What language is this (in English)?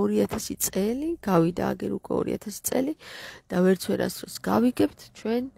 Georgian